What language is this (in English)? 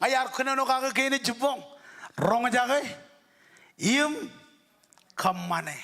Marshallese